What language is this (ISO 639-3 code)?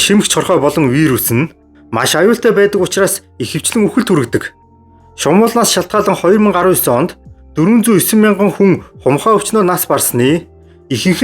mon